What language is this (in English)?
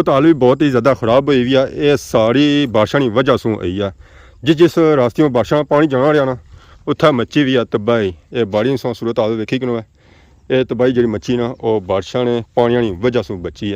Pahari-Potwari